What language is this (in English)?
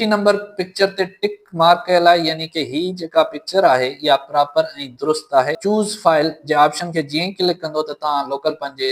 Sindhi